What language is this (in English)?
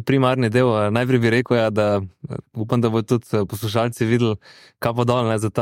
Slovenian